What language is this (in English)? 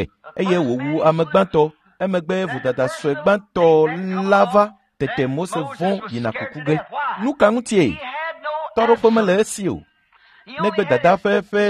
Ewe